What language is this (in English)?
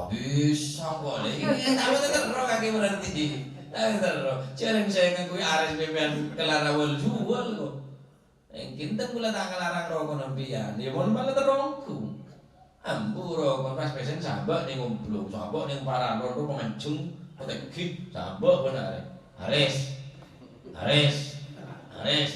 Madurese